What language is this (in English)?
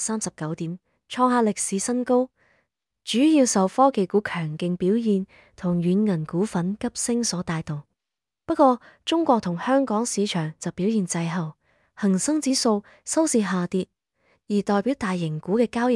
Cantonese